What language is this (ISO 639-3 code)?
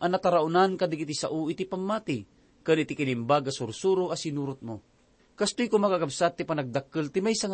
ilo